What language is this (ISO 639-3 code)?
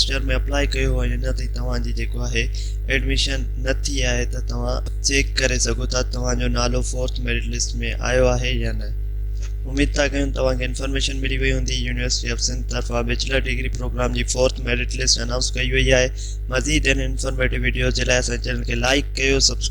snd